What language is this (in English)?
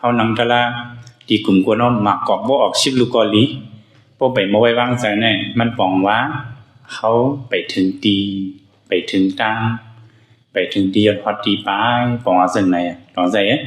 Shan